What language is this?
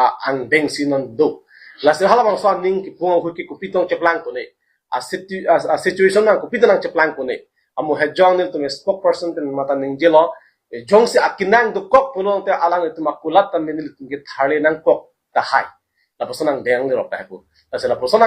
Karbi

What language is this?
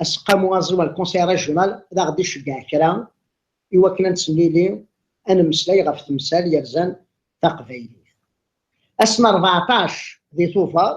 Kabyle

